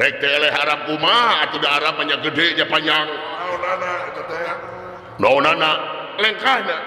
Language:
Sundanese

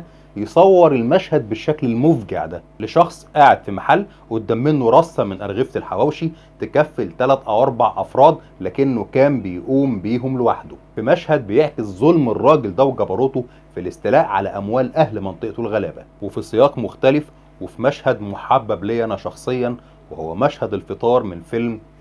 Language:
Egyptian Arabic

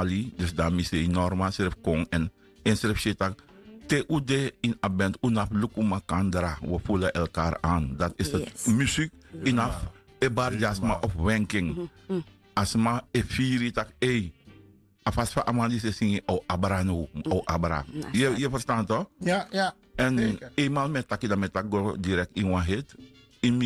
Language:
Sranan Tongo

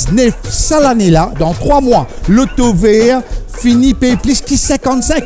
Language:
Morisyen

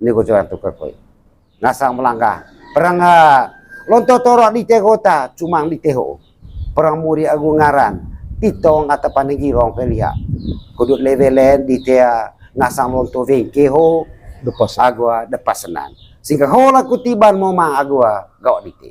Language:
Manggarai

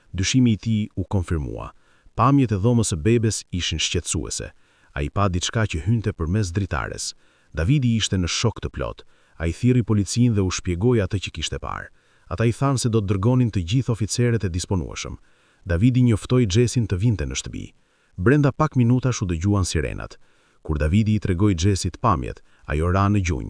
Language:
Albanian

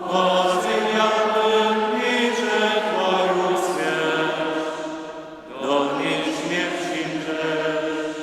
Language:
Upper Sorbian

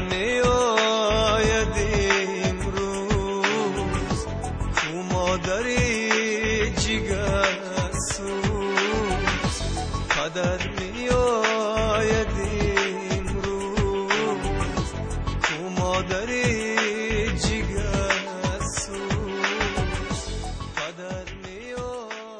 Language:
Tajik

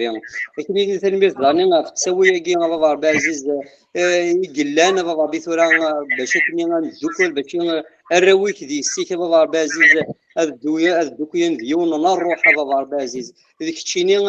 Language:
Kabyle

